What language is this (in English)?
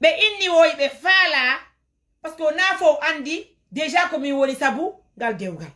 Fula